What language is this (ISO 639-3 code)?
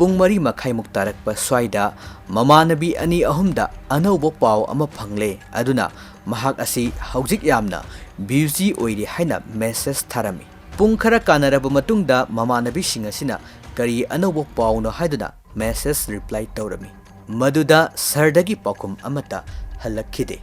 mni